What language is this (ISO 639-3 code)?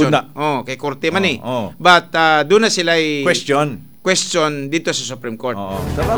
ceb